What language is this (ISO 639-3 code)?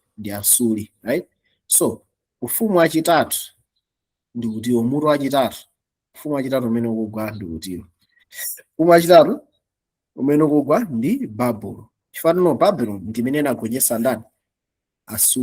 nya